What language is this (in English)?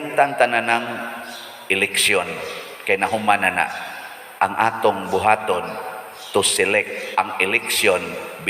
Cebuano